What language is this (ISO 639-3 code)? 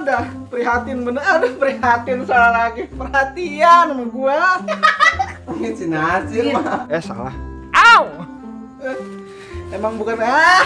bew